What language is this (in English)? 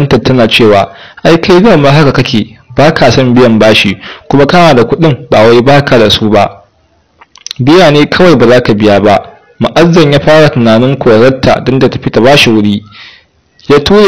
Hausa